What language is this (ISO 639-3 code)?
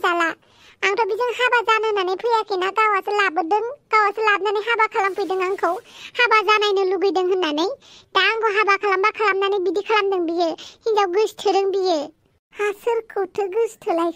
brx